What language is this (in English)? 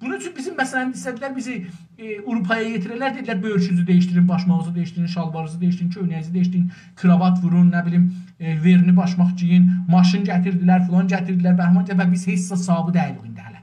South Azerbaijani